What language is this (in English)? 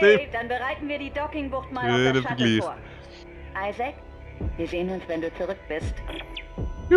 Swiss German